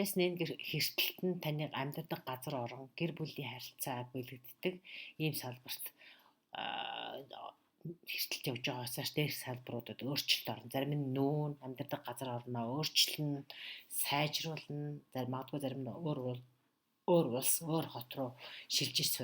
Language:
Mongolian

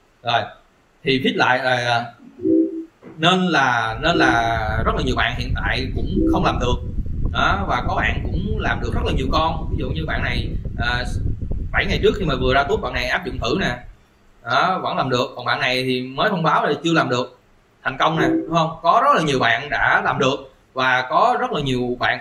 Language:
Vietnamese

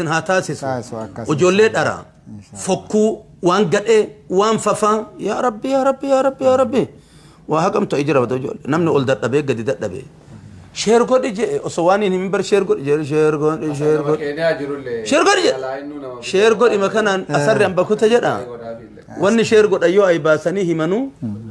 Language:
Oromo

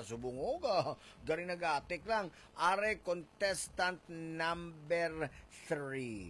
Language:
Hiligaynon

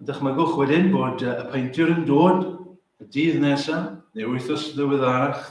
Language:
Welsh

